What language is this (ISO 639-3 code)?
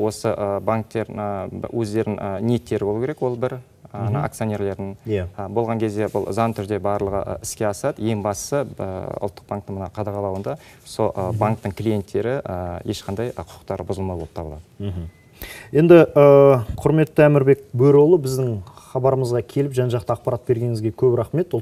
kaz